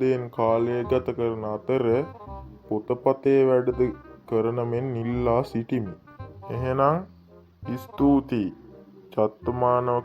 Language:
Sinhala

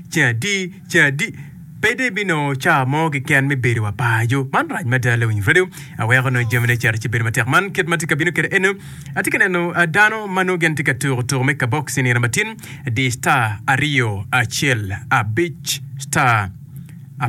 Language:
Acoli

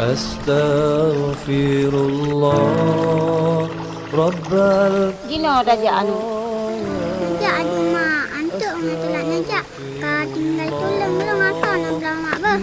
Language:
Achinese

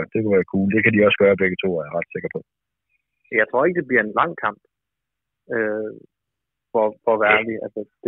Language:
Danish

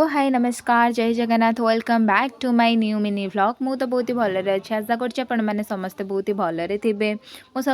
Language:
Odia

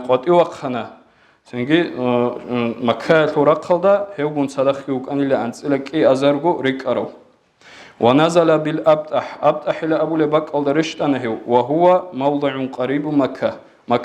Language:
Avaric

